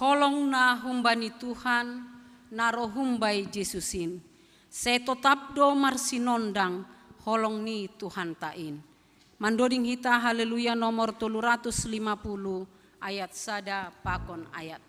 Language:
Batak Simalungun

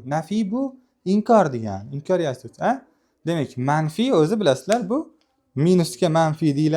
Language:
Uzbek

